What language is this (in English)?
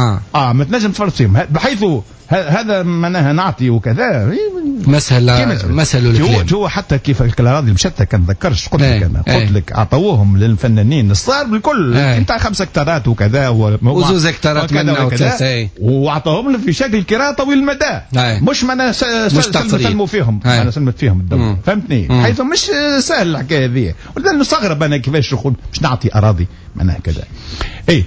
Tunisian Arabic